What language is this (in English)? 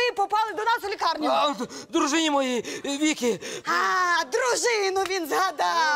Ukrainian